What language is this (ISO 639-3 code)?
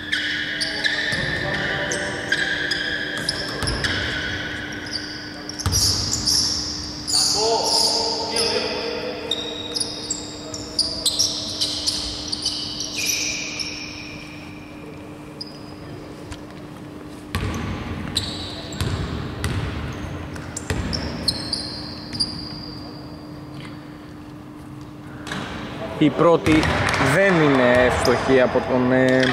ell